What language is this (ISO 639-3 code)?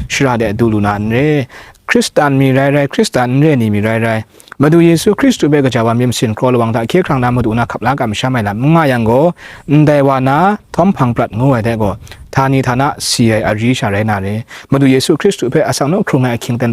kac